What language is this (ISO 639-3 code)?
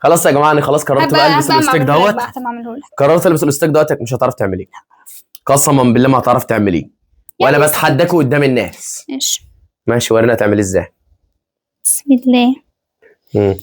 arz